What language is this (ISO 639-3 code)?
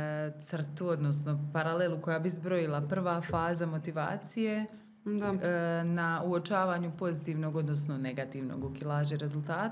hrv